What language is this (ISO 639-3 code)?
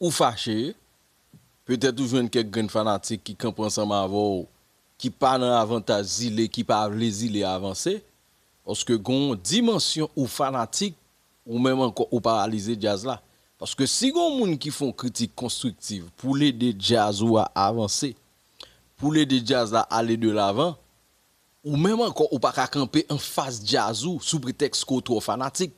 hat